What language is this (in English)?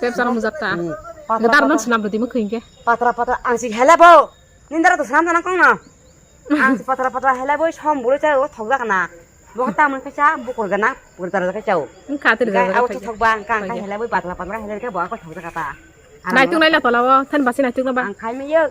Kok Borok